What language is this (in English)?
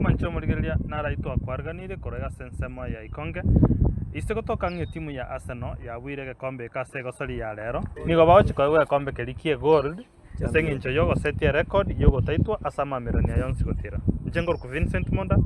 Gusii